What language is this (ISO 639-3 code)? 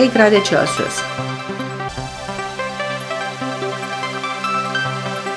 ron